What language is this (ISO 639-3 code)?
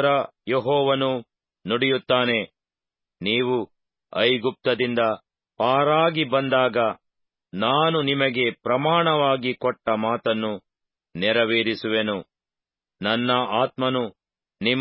kan